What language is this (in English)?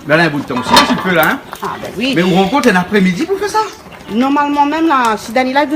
Réunion Creole French